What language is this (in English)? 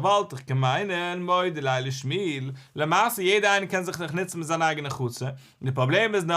Yiddish